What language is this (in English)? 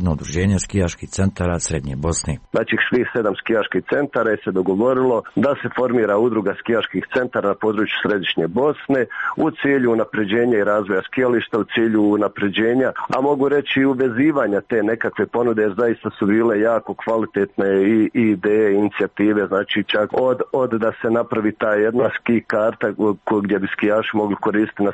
Croatian